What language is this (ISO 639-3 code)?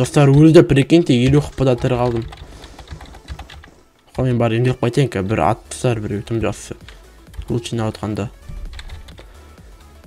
kaz